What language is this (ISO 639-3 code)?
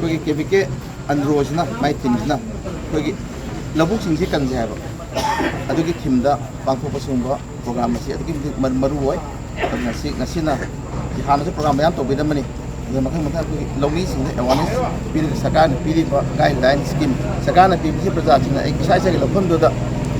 mni